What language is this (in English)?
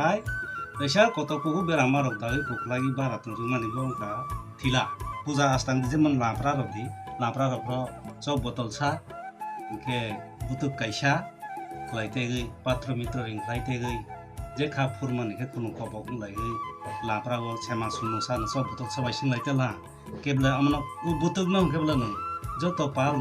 Kok Borok